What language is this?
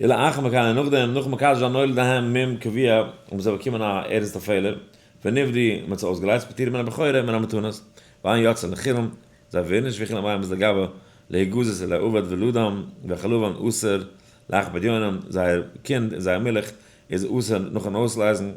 Yiddish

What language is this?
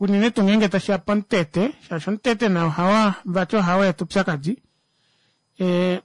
Kuanyama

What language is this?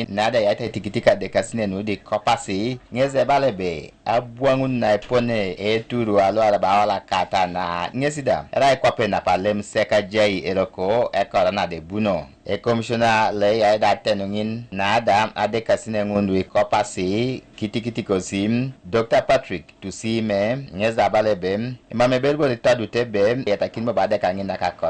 Teso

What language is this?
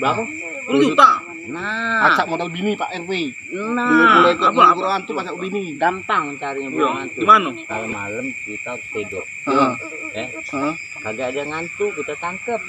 Musi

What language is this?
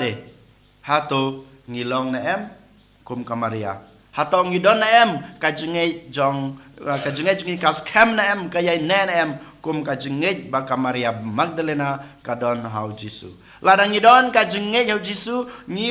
Khasi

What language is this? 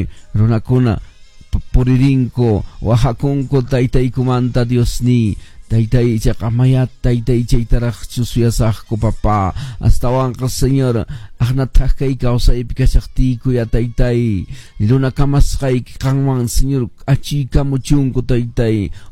Quechua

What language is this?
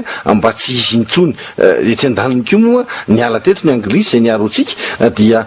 Malagasy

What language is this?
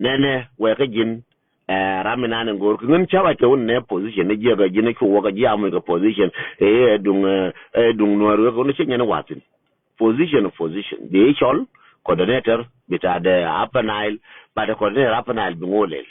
Nuer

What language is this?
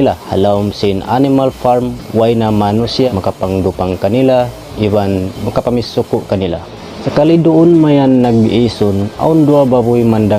Tausug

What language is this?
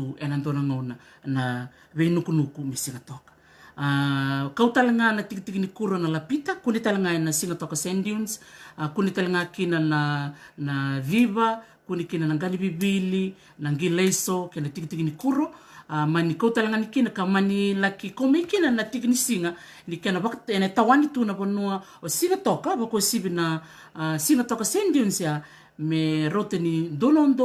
Fijian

